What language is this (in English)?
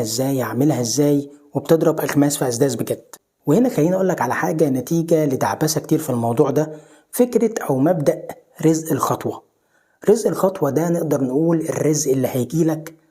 Egyptian Arabic